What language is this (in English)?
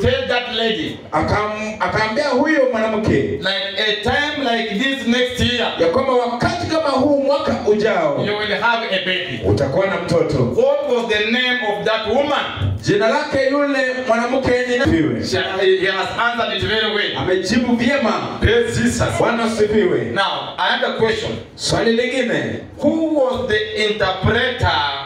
Swahili